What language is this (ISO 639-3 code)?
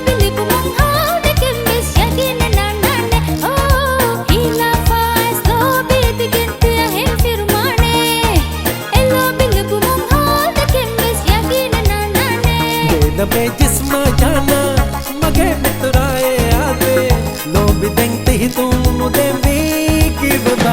div